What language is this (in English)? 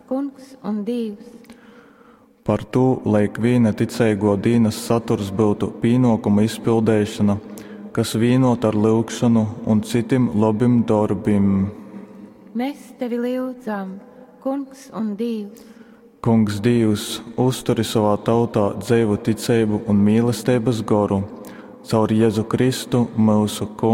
Latgalian